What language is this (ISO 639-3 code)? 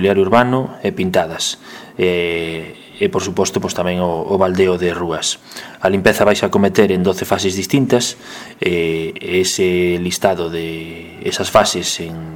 glg